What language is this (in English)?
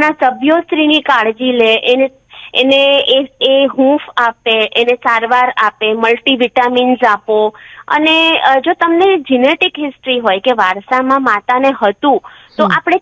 Gujarati